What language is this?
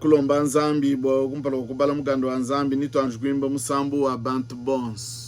Luba-Lulua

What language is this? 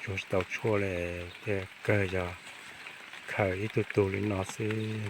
Hmong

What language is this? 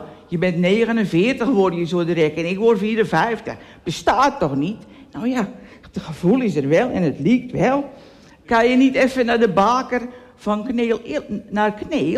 Dutch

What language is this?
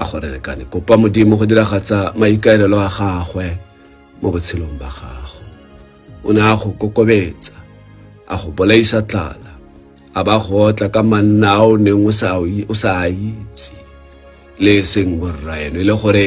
Tswana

